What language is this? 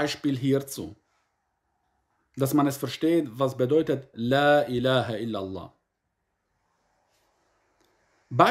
German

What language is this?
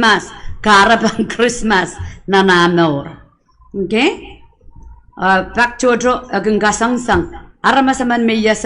Pohnpeian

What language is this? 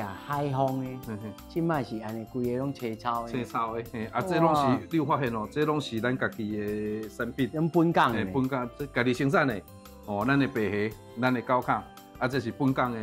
Min Nan Chinese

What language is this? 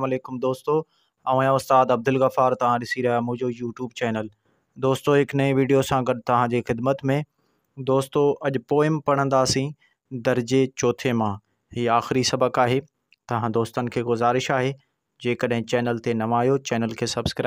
Sindhi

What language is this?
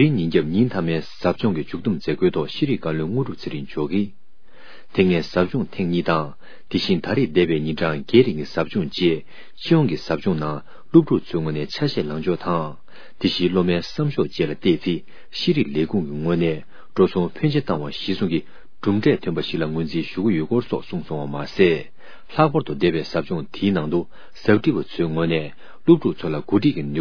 Tibetan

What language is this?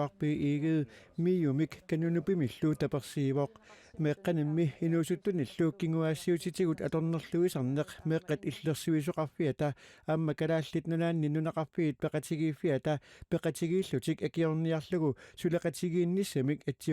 Kalaallisut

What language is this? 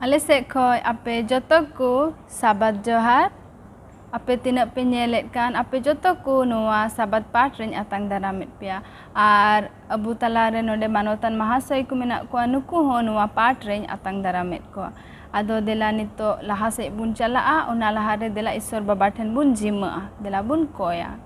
Santali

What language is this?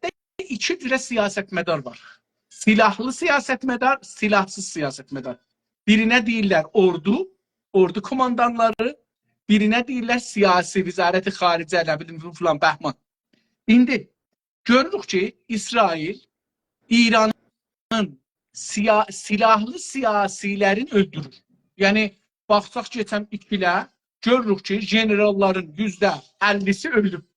South Azerbaijani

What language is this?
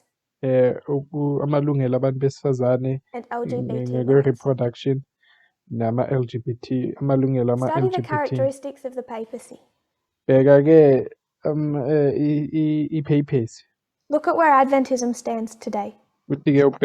Zulu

